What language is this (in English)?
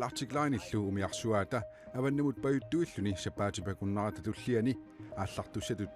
Kalaallisut